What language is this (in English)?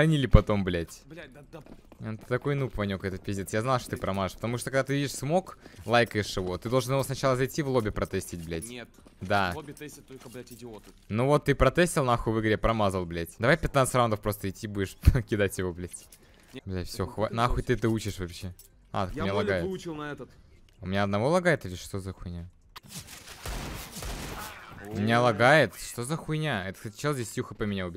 Russian